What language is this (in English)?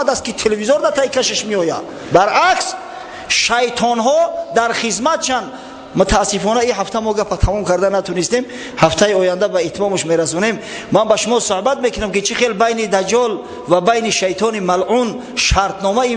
Tajik